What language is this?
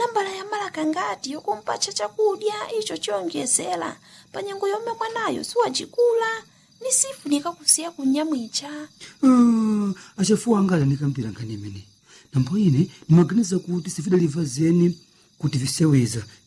Nyanja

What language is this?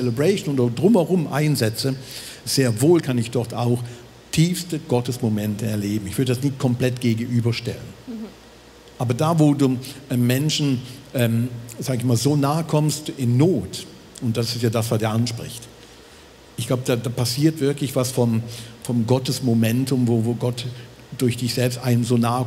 Swiss German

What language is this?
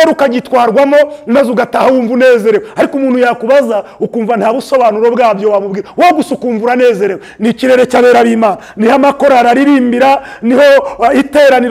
Kinyarwanda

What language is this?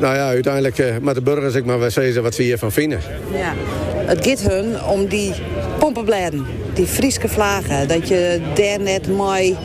Western Frisian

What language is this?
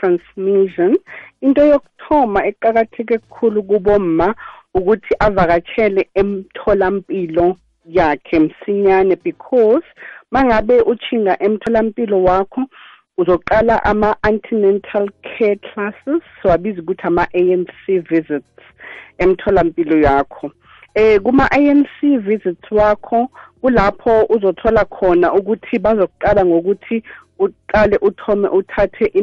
South Ndebele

